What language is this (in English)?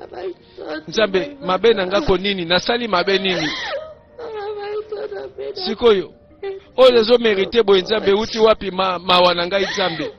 Lingala